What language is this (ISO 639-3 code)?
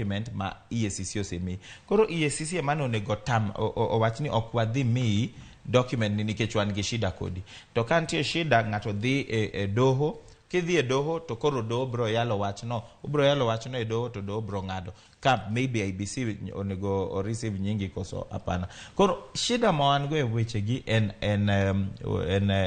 luo